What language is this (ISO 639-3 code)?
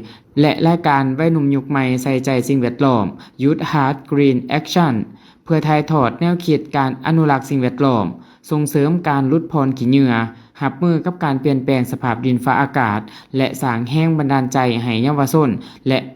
lao